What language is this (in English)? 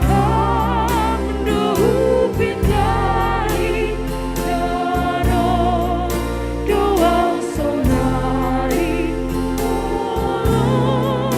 Batak Simalungun